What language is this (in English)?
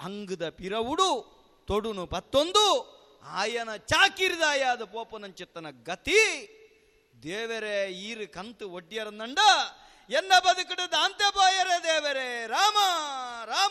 Tulu